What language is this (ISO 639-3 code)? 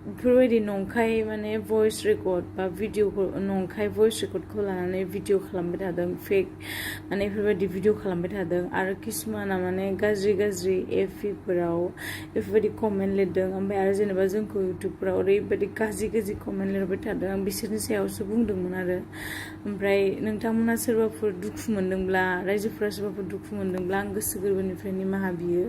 brx